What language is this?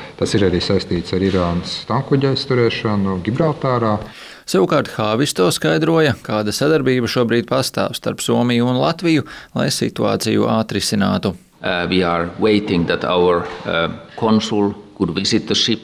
Latvian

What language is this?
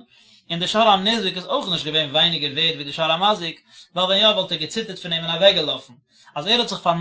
Yiddish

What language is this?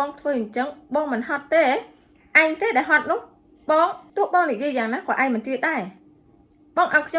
Khmer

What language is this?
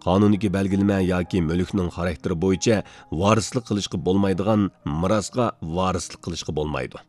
Uyghur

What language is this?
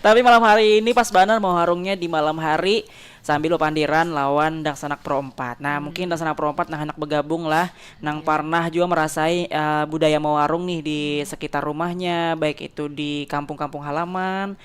Banjar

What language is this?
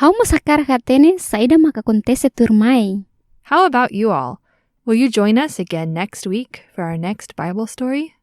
Tetum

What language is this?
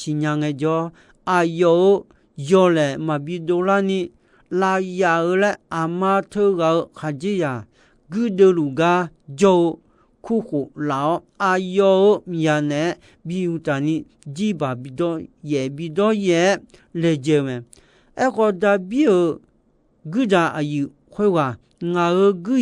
Akha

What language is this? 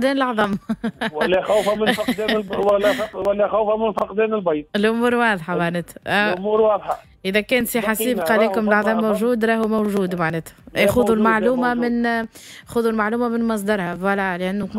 Tunisian Arabic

